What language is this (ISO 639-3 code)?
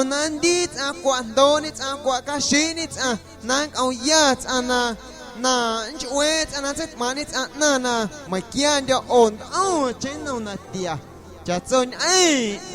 amu